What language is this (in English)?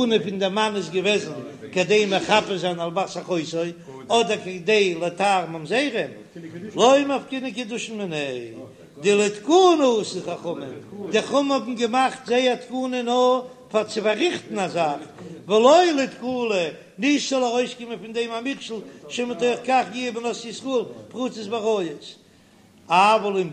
Yiddish